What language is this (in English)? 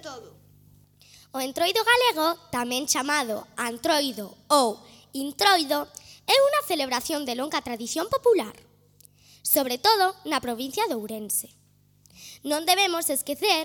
Galician